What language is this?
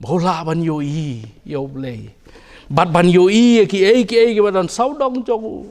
Khasi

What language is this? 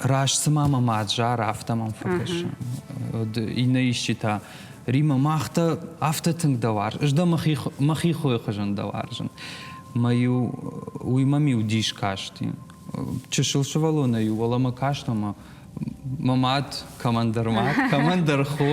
Ossetic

